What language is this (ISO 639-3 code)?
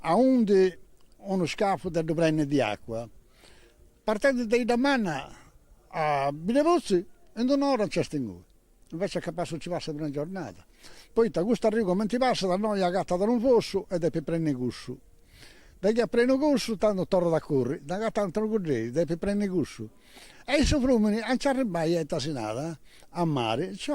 srd